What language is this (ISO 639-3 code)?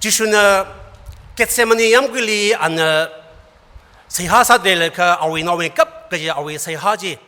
nmf